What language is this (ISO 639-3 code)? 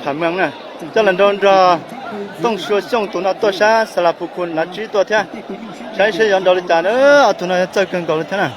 hmn